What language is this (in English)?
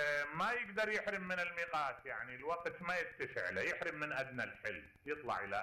Mesopotamian Arabic